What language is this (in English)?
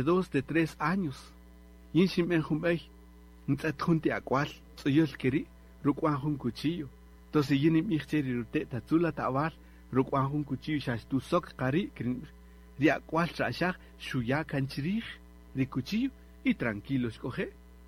Kaqchikel